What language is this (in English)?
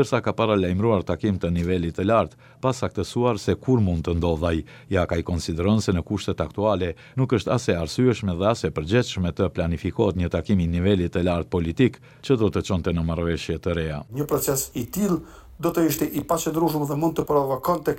Albanian